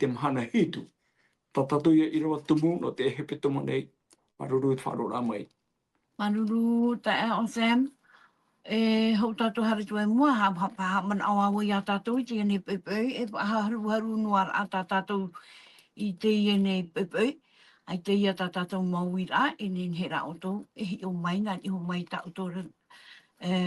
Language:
Tahitian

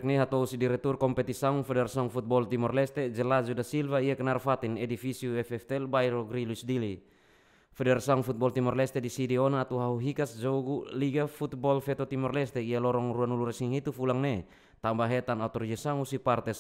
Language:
Tetum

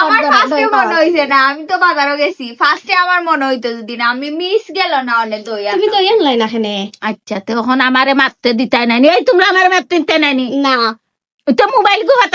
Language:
Sylheti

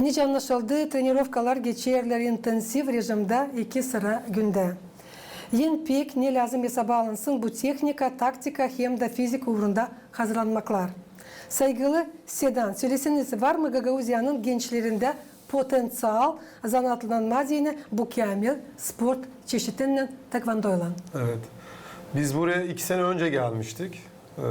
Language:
Gagauz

